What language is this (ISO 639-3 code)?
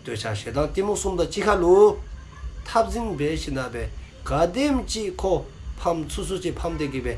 dzo